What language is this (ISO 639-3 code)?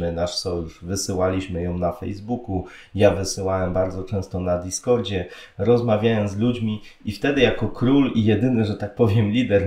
pol